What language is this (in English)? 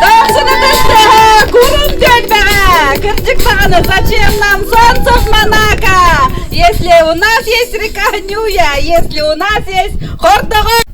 Yakut